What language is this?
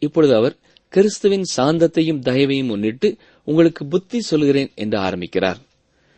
Tamil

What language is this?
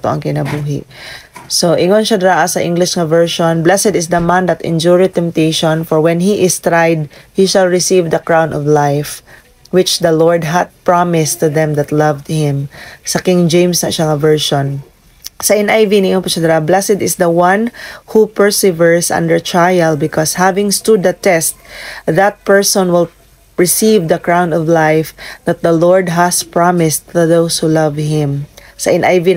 Cebuano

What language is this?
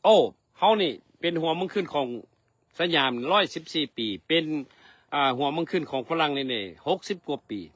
Lao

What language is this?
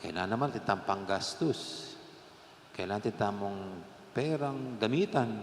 Pampanga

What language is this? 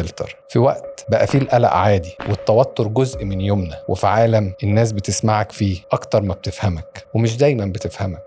Egyptian Arabic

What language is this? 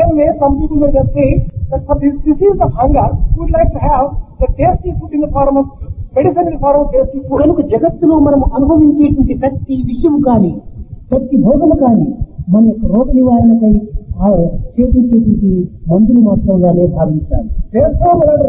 Telugu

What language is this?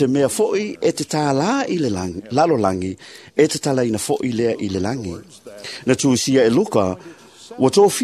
Samoan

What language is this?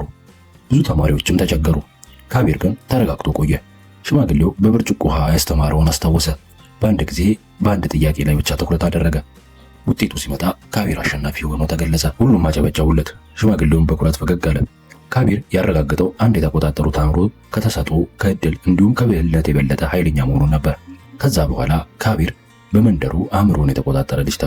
Amharic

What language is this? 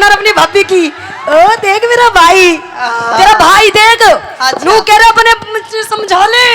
Haryanvi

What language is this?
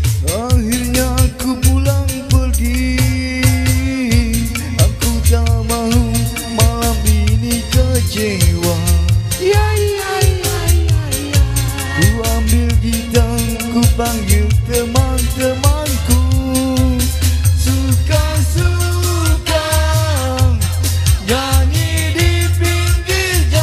Malay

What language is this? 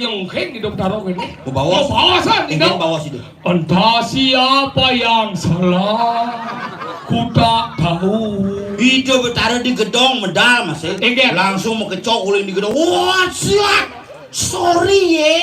Balinese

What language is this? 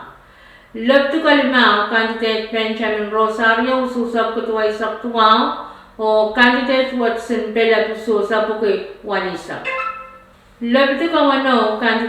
Pohnpeian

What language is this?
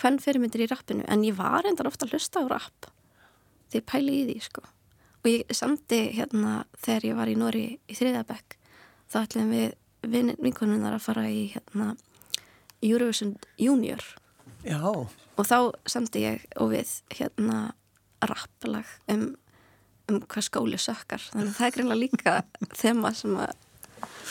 Icelandic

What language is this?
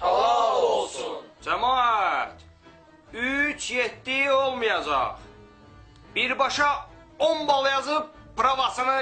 Azerbaijani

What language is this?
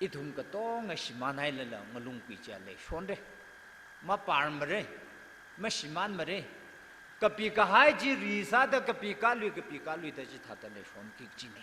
Tangkhul Naga (India)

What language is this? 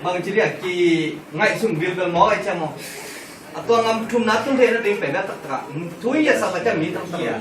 Tedim Chin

